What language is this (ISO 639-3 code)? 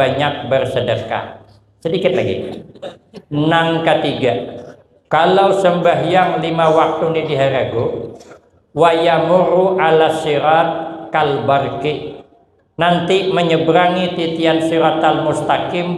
bjn